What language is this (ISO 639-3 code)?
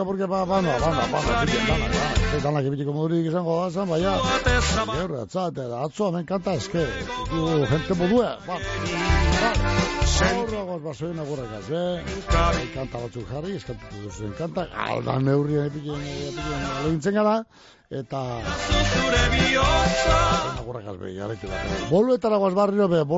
eus